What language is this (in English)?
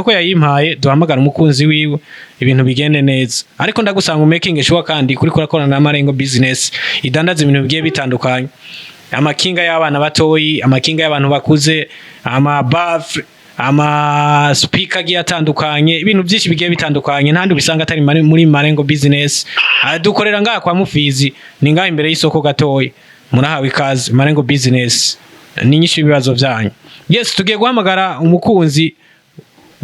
Rundi